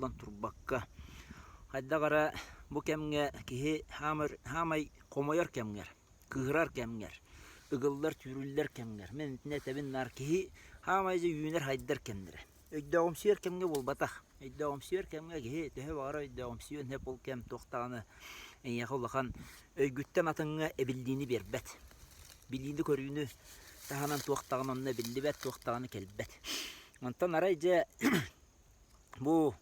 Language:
Yakut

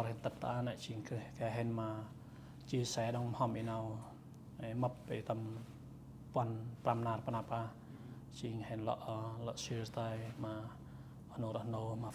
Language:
Central Mnong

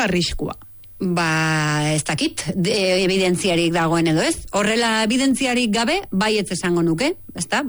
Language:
Basque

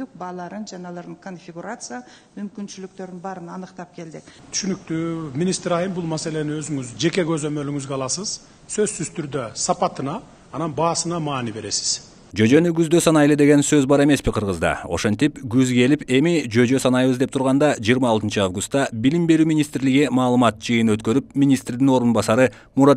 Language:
Kyrgyz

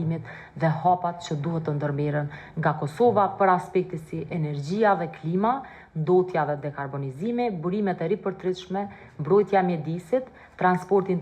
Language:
Albanian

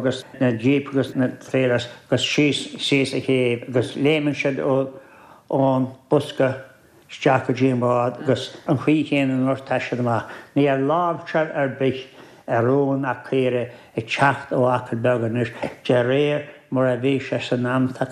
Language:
Irish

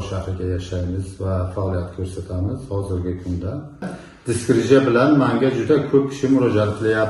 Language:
Uzbek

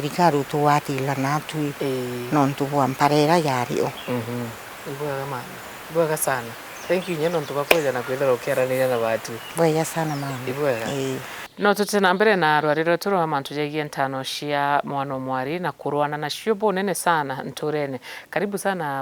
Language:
Meru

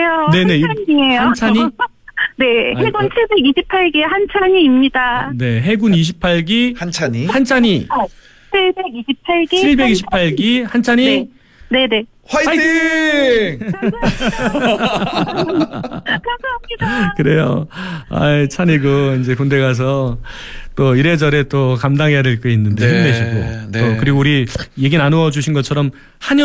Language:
Korean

